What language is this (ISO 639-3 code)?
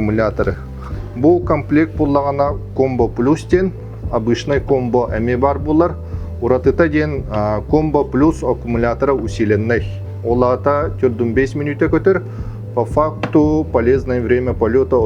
sah